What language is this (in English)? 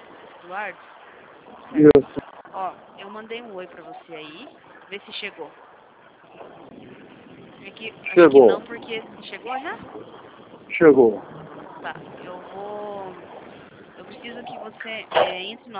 Portuguese